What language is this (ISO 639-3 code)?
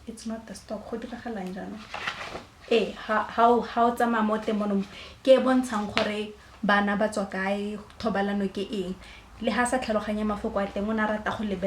tsn